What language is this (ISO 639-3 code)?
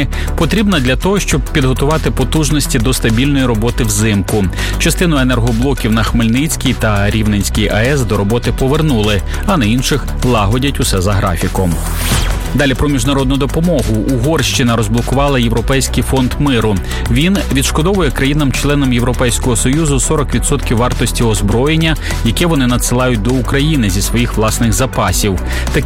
ukr